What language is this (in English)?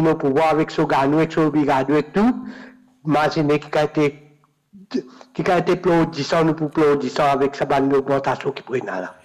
Morisyen